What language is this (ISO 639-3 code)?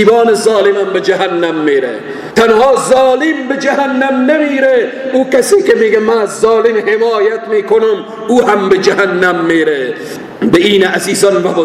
fas